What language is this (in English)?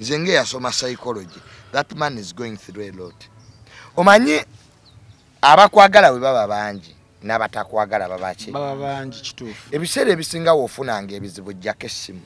Ganda